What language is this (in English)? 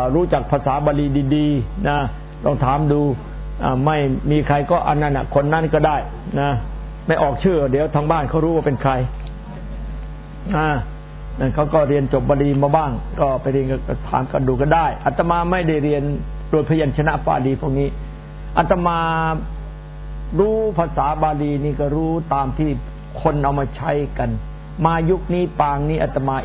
Thai